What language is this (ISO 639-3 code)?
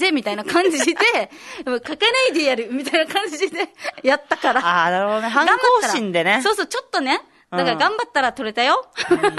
jpn